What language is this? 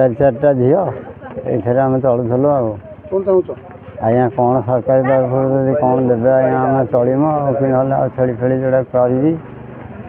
Odia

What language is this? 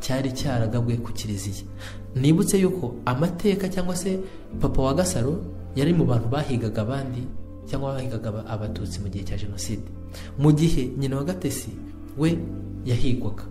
Kinyarwanda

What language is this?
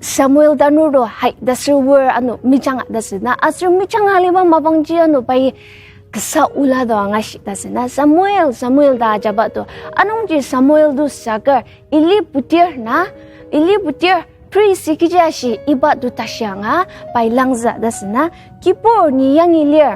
Ao Naga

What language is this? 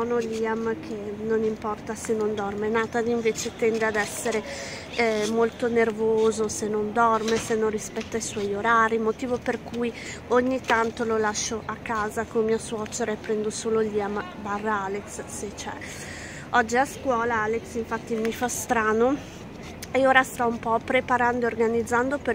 Italian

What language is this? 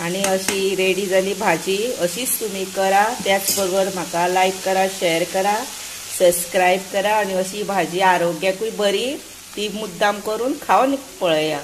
Konkani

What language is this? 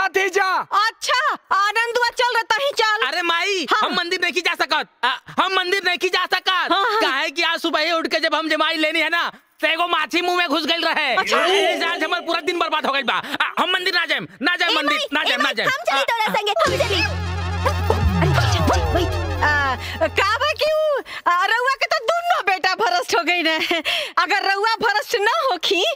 Bhojpuri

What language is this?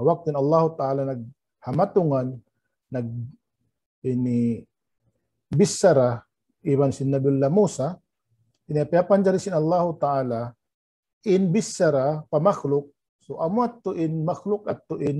Tausug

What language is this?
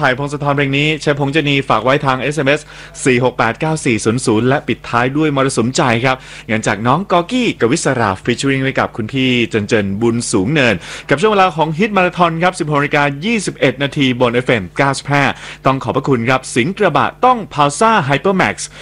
Thai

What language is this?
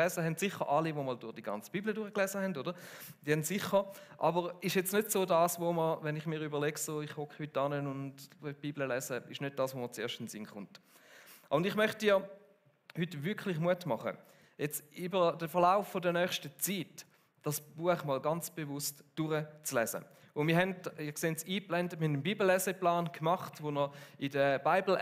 Swiss German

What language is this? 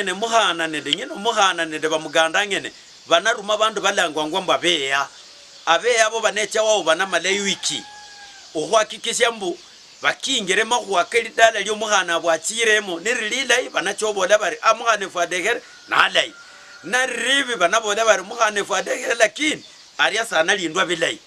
Luyia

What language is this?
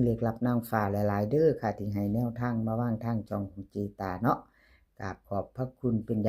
Northeastern Thai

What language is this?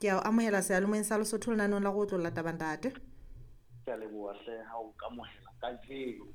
Southern Sotho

